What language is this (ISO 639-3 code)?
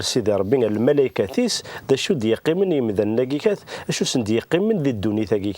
kab